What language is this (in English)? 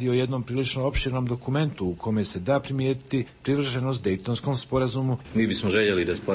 Bosnian